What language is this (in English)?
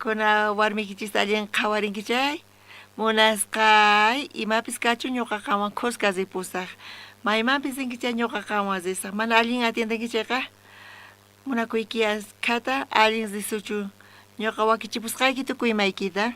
South Bolivian Quechua